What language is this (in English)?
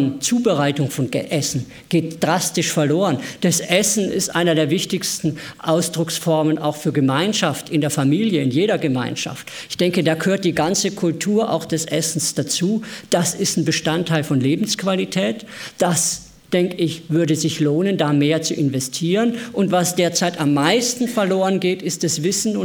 German